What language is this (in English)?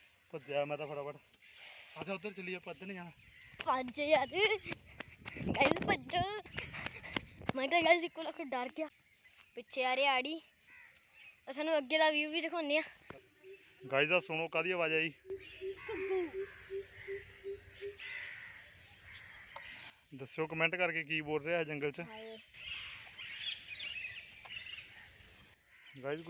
Punjabi